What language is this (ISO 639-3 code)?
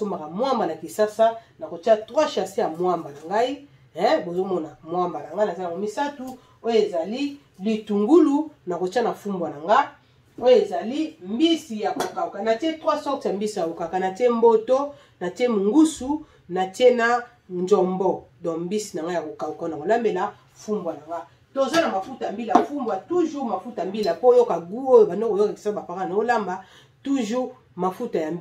lin